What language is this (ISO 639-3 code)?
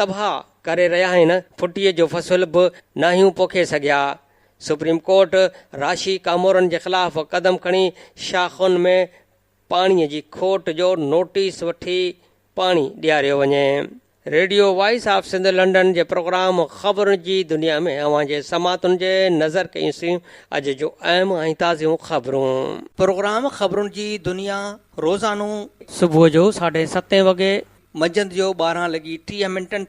snd